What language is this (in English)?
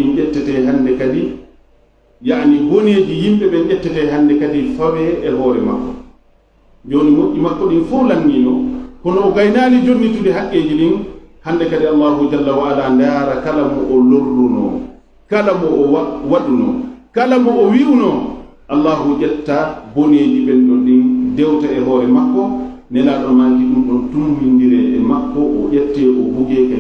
Fula